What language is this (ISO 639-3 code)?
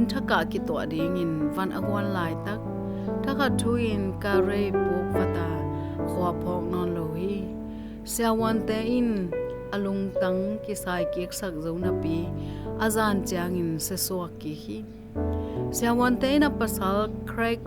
ctd